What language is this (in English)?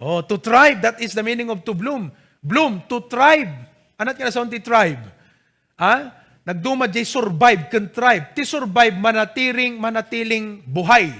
Iloko